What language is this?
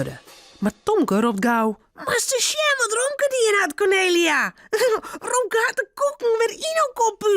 Western Frisian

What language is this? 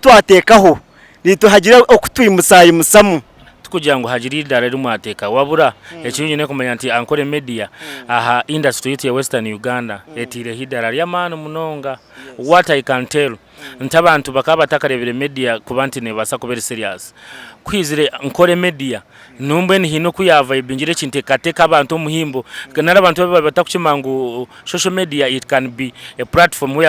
Nyankole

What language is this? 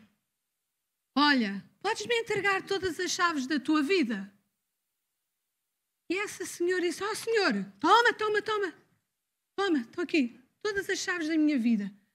Portuguese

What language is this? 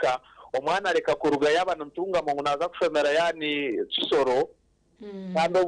Nyankole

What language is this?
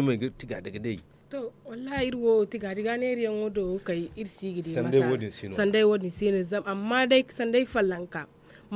Zarma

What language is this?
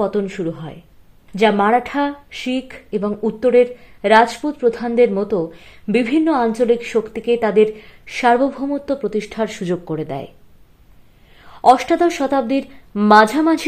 Bangla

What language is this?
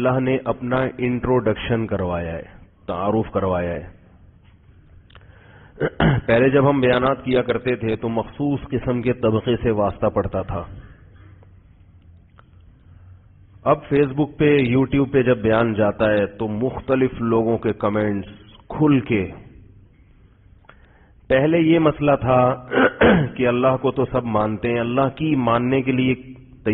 Urdu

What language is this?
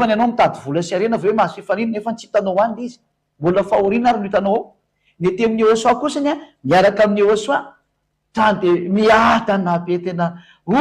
Malagasy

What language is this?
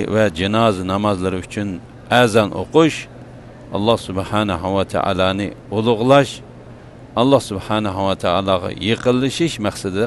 Uyghur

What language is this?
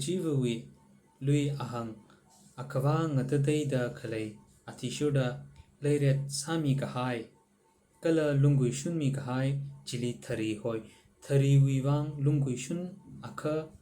Tangkhul Naga (India)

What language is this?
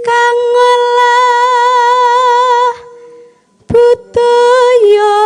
Javanese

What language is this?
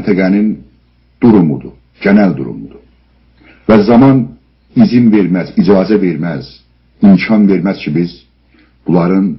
South Azerbaijani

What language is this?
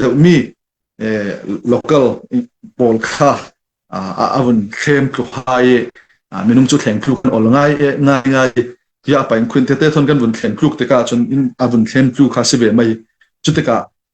Falam Chin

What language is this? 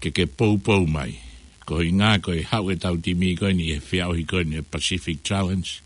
Tongan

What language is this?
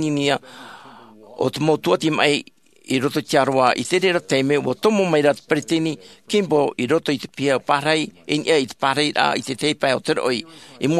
Tahitian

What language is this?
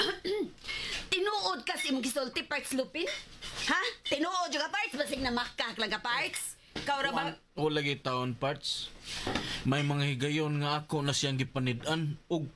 Cebuano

